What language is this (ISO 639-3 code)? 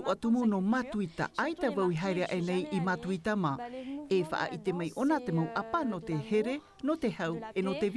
tah